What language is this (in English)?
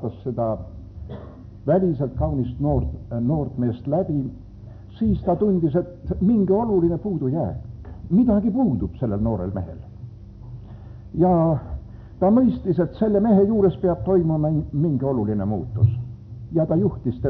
Estonian